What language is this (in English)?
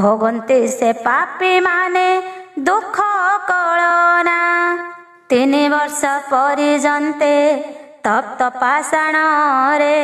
Odia